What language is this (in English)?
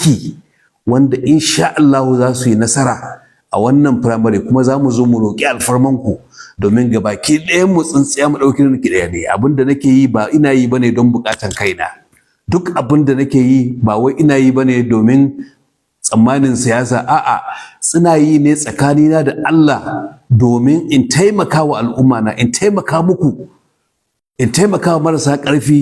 Hausa